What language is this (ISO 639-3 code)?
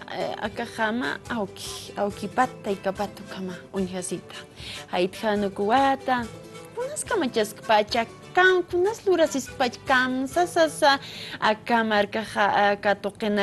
aym